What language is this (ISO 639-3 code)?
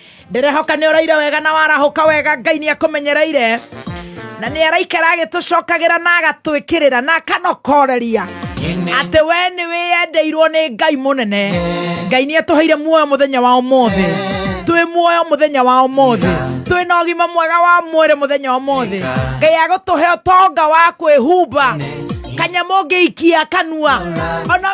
kik